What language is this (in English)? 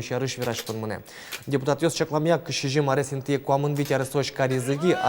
Udmurt